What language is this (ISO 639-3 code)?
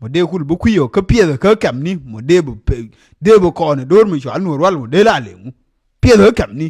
nus